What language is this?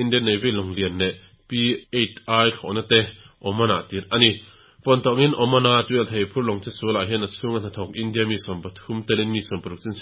Mizo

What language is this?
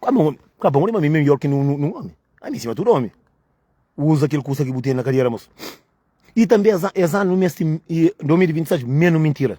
Kabuverdianu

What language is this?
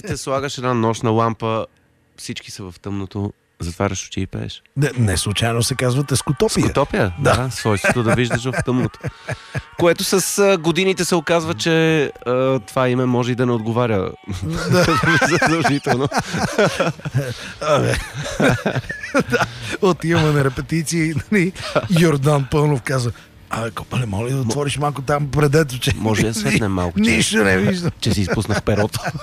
Bulgarian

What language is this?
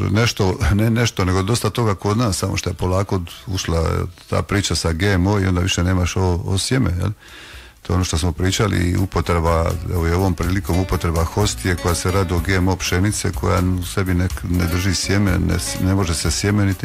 Croatian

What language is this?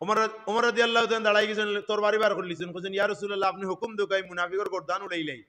Sylheti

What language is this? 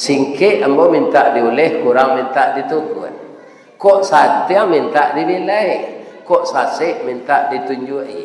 Minangkabau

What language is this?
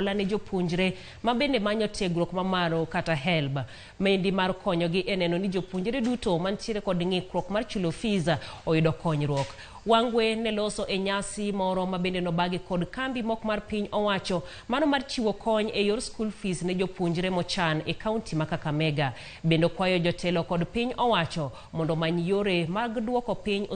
Luo (Kenya and Tanzania)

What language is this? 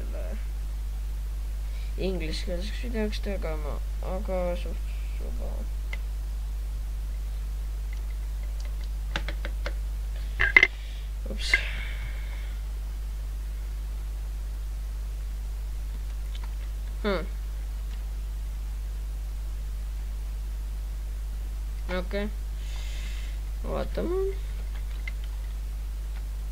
Estonian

